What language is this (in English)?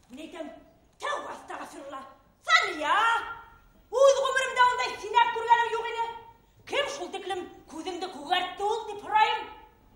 Bashkir